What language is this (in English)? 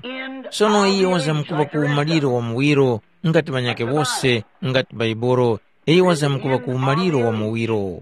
Tumbuka